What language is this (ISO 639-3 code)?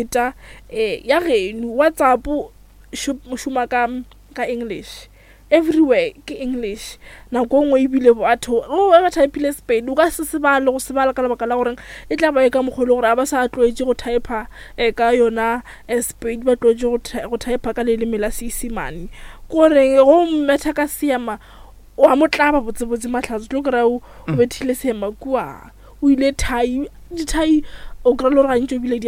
nso